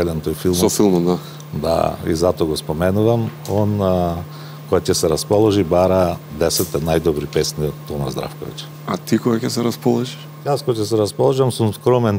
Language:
Macedonian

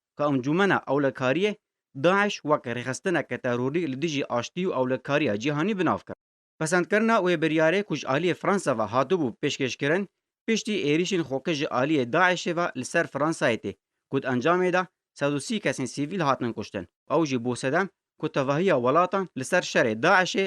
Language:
Kurdish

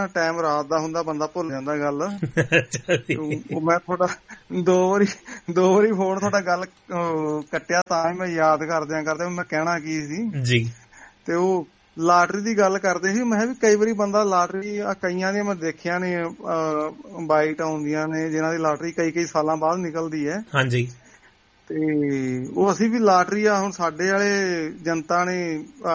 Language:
Punjabi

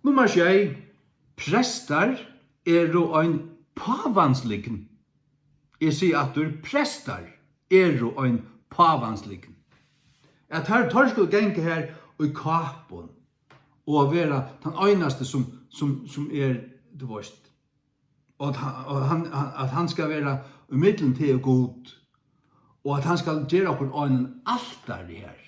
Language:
Faroese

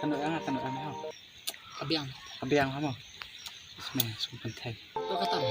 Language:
Khasi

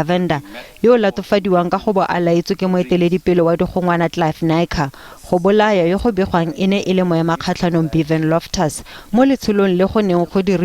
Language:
Tswana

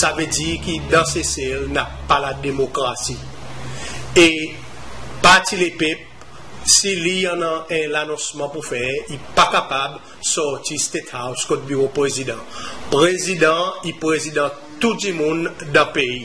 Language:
Seselwa Creole French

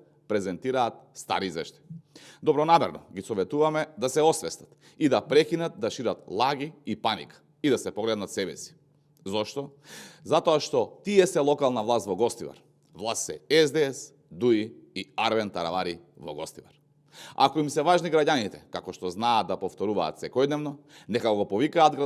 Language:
Macedonian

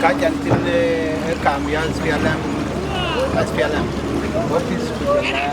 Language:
Dinka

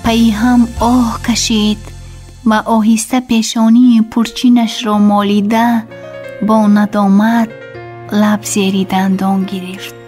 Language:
Tajik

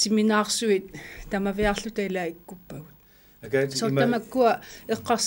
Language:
Kalaallisut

